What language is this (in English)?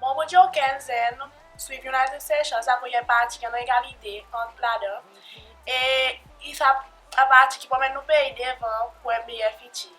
Seselwa Creole French